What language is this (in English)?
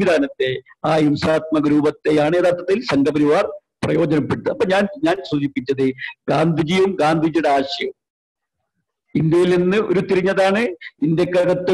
Malayalam